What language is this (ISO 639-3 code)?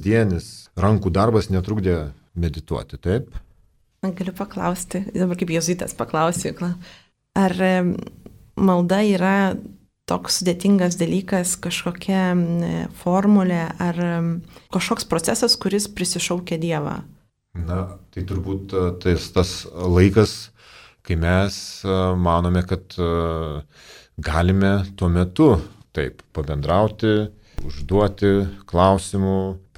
lit